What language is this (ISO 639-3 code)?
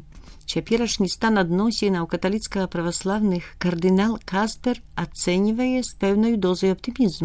bel